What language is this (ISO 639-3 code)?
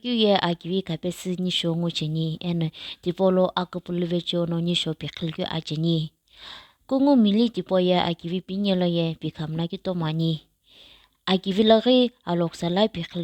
nsm